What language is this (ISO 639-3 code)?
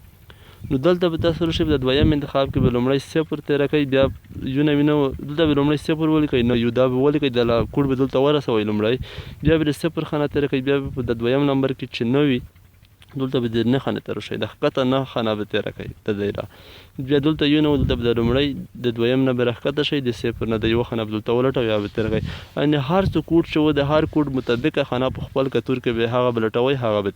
pus